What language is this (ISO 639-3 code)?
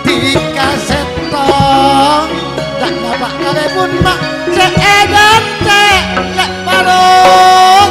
mad